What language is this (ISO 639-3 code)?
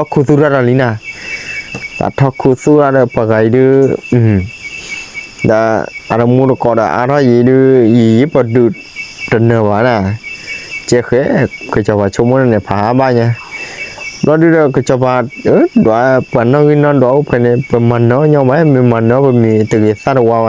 ksw